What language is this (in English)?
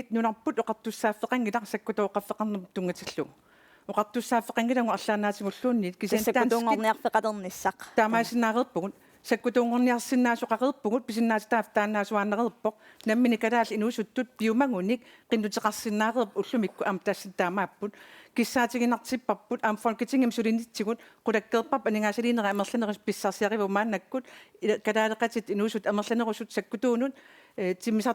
Kalaallisut